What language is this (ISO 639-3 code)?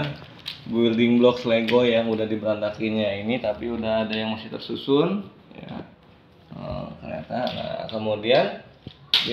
ind